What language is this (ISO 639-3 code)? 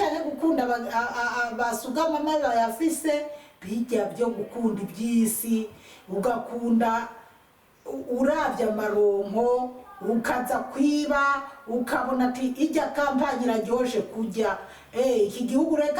run